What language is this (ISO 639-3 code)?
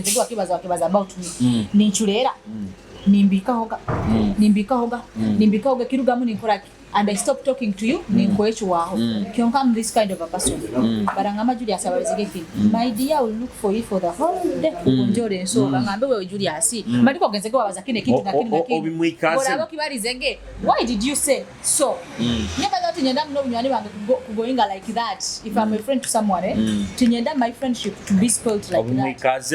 nyo